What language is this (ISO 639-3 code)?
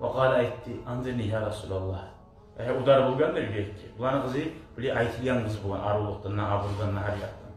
kum